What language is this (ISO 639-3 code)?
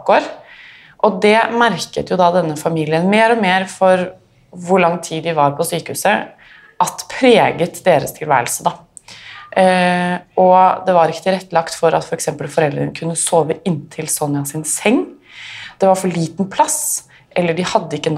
nor